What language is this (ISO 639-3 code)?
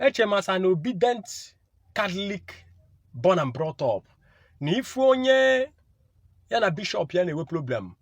ibo